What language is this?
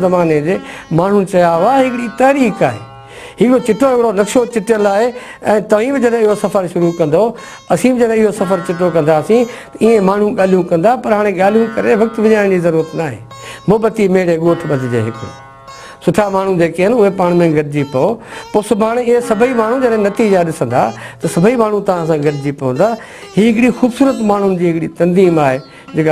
Sindhi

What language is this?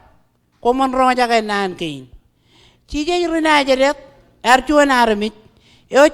Marshallese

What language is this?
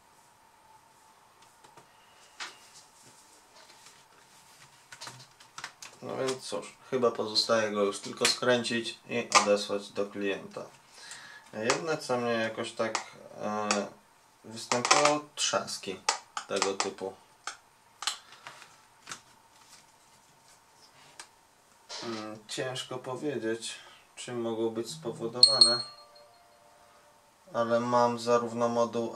Polish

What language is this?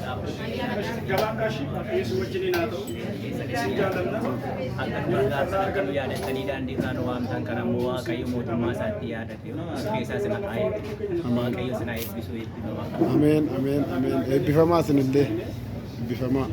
Oromo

